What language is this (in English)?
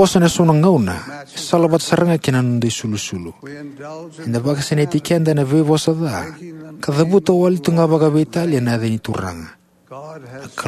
Fijian